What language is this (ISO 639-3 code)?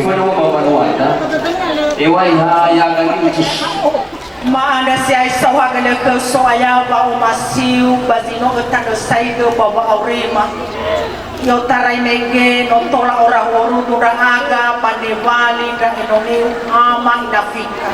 nia